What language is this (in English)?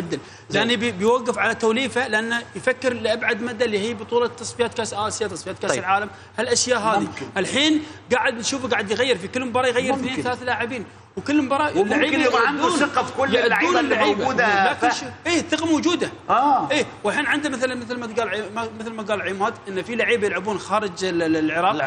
Mesopotamian Arabic